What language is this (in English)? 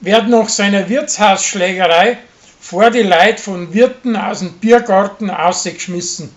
Bavarian